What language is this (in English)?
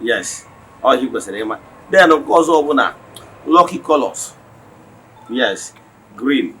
Igbo